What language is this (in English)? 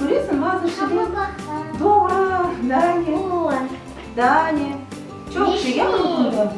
Crimean Tatar